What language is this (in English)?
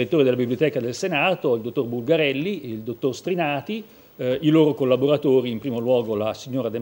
Italian